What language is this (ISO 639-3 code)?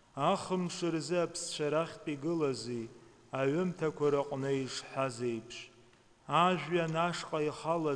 abk